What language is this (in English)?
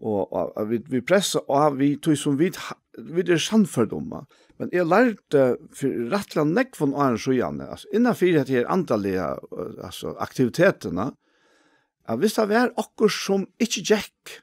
Faroese